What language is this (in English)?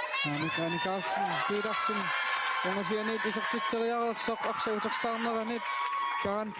Kalaallisut